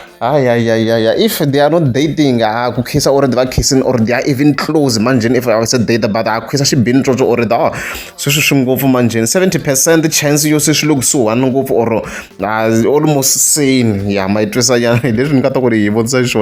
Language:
Tsonga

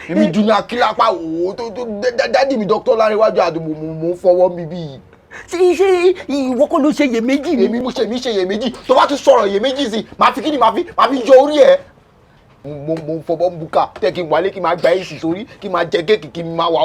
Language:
Yoruba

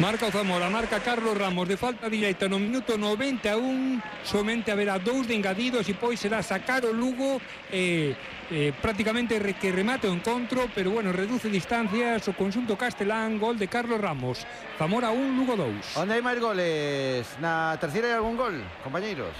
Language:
Galician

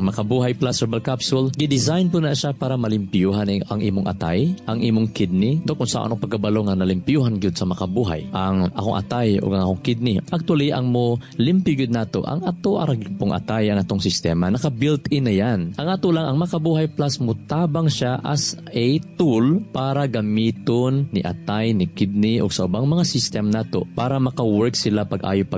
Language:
Cebuano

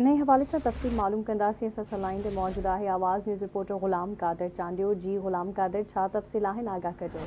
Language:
Sindhi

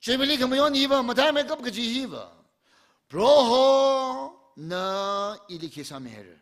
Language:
Tangkhul Naga (India)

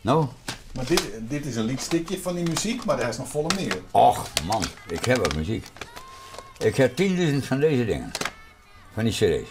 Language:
Western Frisian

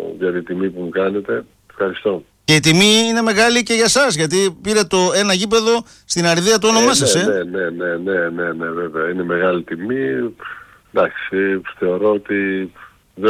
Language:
Greek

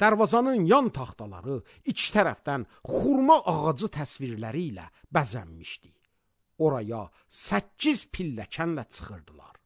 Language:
Azerbaijani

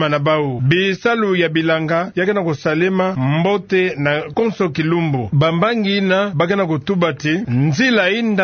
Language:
Kituba (Democratic Republic of Congo)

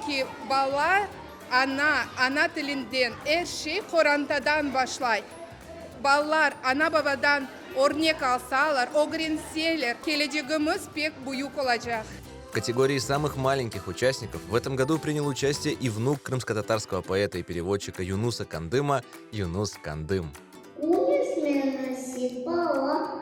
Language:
Crimean Tatar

